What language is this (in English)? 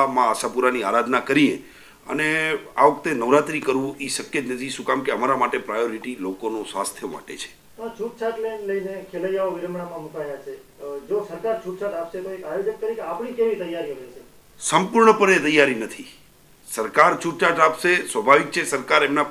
Gujarati